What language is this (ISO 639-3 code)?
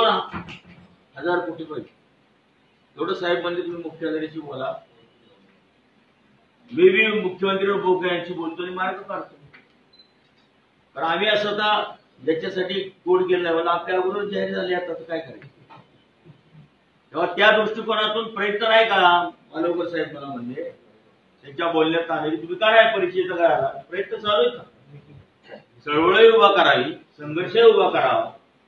mar